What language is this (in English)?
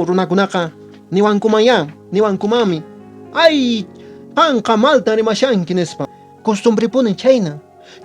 Quechua